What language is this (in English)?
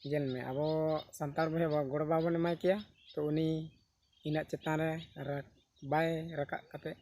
Santali